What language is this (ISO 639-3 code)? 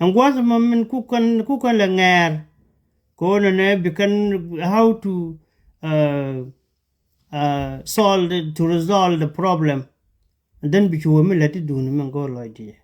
nus